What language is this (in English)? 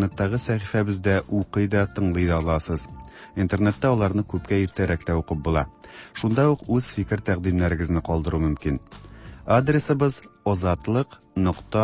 Tatar